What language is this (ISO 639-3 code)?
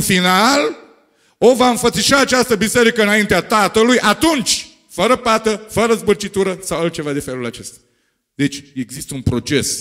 ron